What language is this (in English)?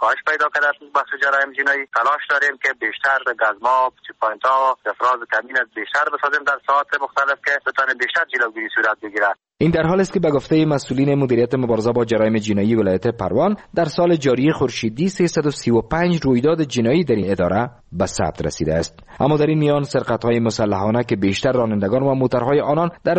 Persian